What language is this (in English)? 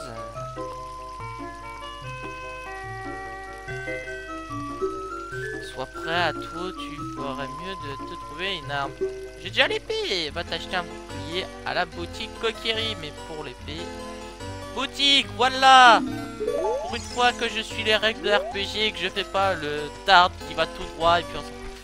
French